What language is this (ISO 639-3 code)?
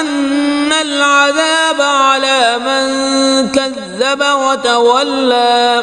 kas